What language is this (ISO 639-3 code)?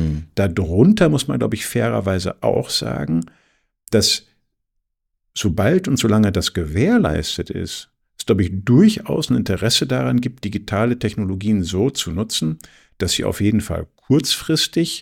deu